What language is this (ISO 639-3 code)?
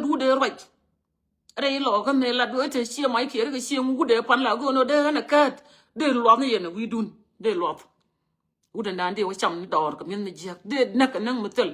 nus